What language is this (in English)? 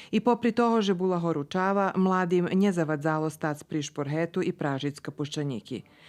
Rusyn